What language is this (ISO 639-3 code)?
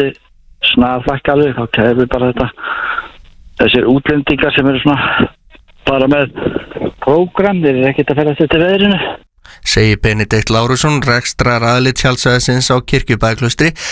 isl